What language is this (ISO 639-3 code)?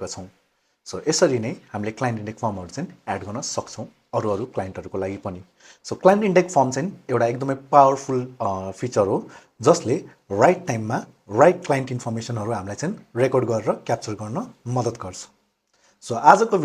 nep